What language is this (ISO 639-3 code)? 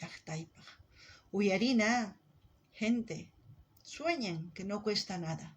quh